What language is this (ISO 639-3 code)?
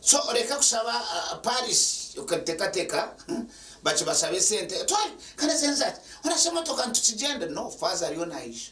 nyn